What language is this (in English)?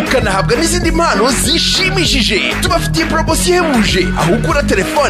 Kinyarwanda